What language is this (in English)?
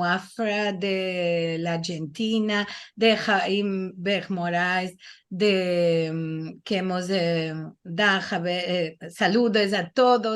Ladino